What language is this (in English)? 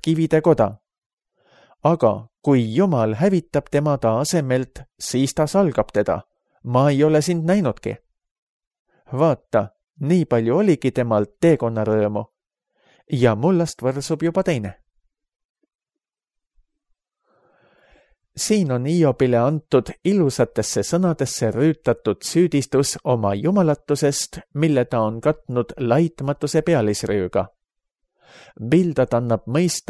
Estonian